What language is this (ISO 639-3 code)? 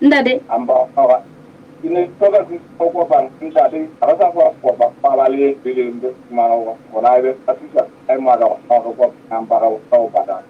sot